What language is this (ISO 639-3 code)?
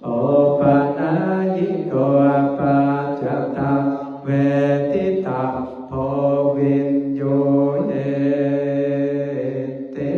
pli